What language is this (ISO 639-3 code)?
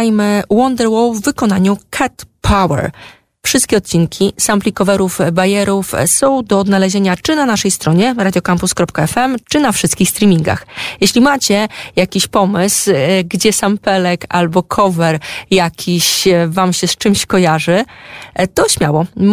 pol